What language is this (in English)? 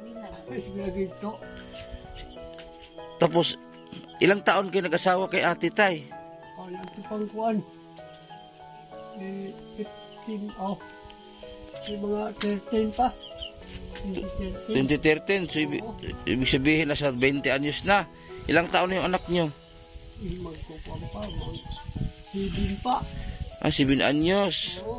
Filipino